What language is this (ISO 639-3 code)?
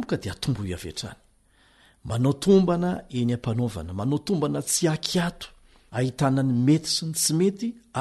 mlg